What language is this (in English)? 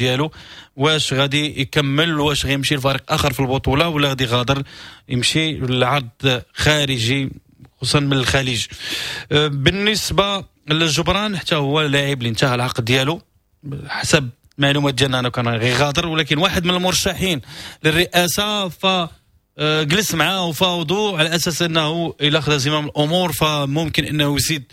Moroccan Arabic